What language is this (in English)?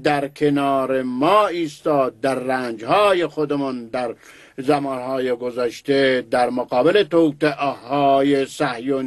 Persian